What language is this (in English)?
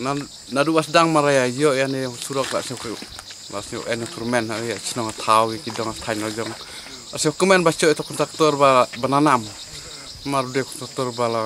Khasi